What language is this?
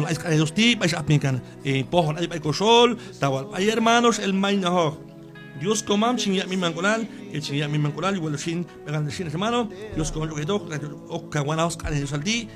Q'anjob'al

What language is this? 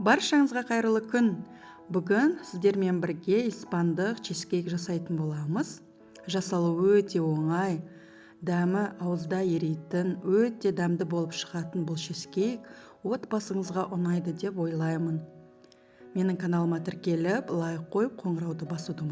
Kazakh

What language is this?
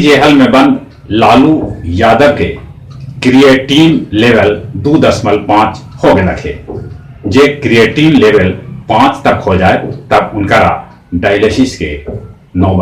Magahi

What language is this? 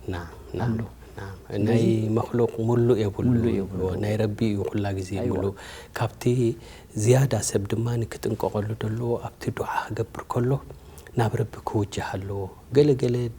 Tigrinya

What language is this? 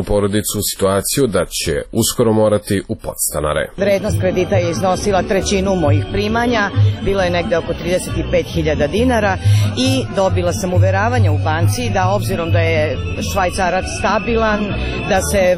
Serbian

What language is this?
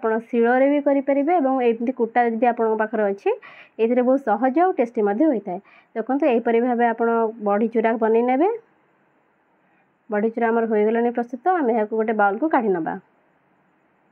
Odia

